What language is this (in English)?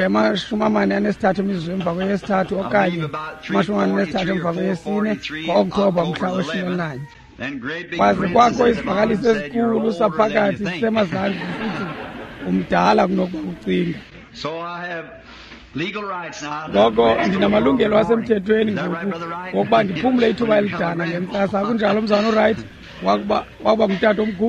Xhosa